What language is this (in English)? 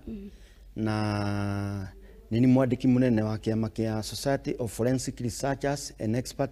Kikuyu